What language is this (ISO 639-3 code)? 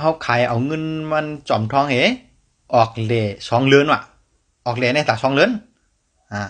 shn